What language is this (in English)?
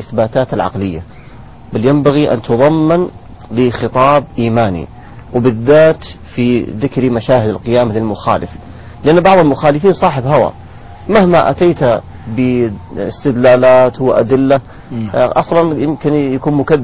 Arabic